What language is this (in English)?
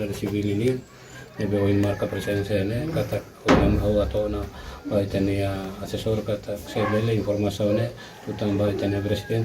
Tetum